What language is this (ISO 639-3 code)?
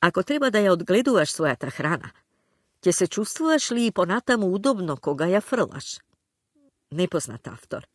mkd